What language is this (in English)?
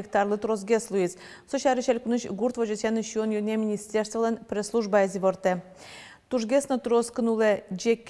Udmurt